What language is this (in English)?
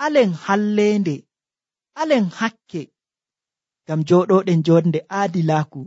Nigerian Fulfulde